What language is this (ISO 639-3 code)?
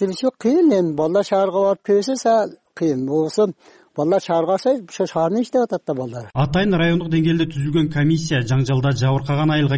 kir